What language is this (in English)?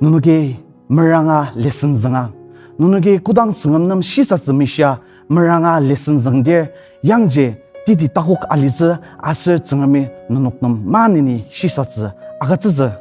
Ao Naga